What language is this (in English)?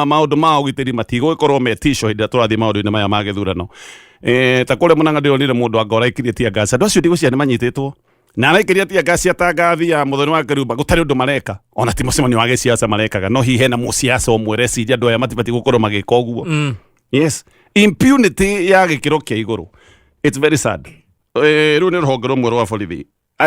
Kikuyu